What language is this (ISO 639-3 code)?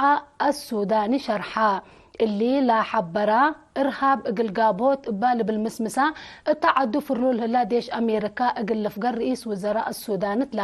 tig